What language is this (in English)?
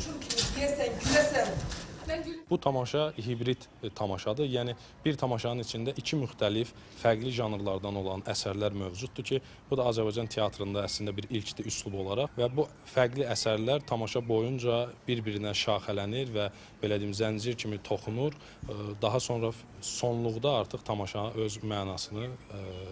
Azerbaijani